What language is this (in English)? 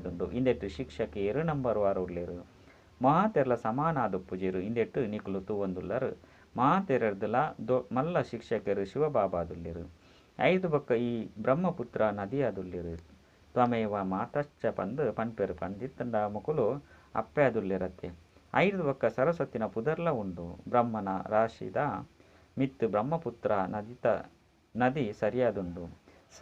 Tulu